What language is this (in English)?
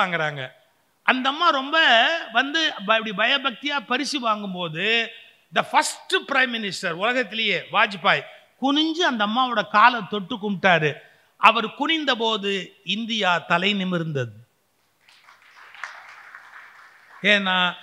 Tamil